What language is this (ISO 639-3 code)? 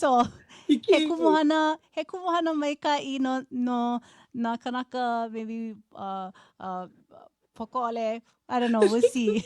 haw